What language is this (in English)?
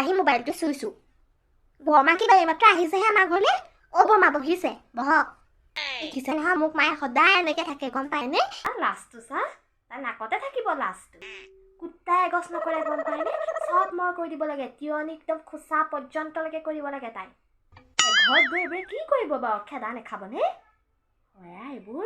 Assamese